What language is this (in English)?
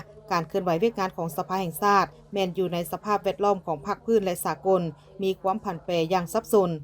Lao